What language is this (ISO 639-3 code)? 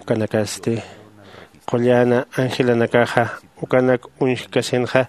aym